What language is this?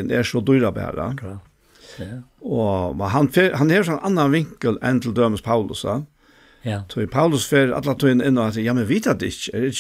Faroese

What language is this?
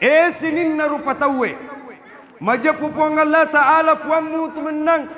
Buginese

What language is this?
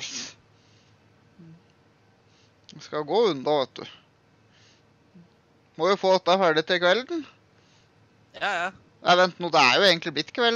Norwegian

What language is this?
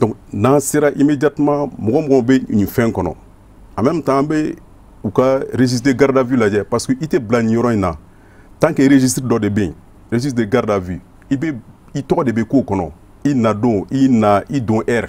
Bambara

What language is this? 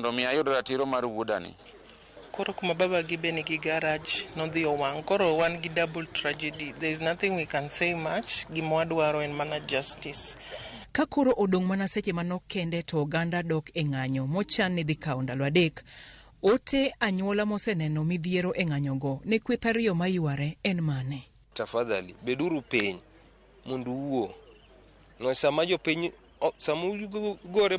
Luo (Kenya and Tanzania)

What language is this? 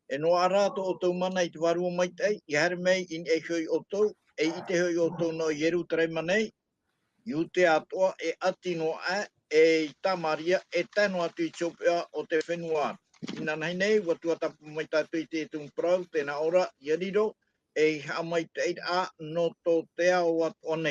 Tahitian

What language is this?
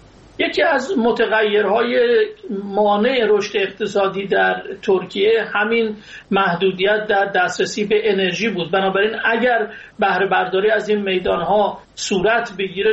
Persian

